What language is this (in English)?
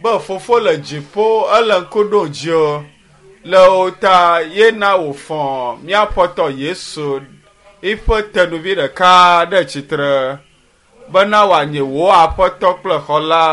Ewe